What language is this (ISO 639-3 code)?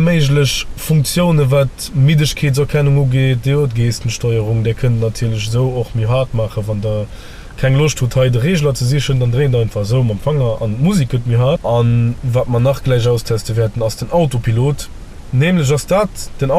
ltz